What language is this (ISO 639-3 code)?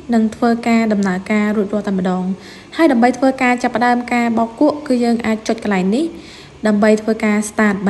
khm